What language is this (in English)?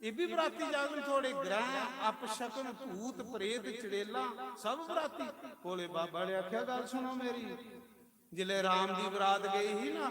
Dogri